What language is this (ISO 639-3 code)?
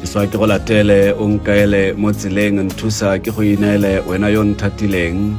tsn